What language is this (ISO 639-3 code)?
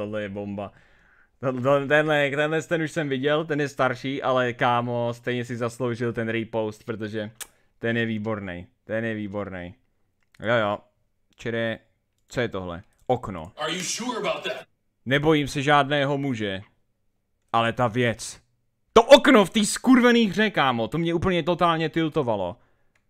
ces